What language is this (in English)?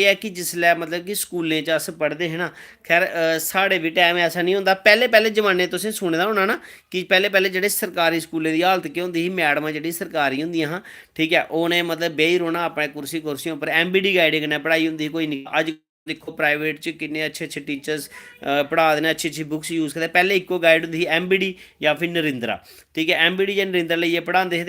Dogri